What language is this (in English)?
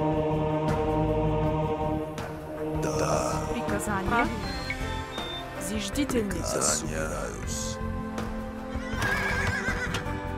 Bulgarian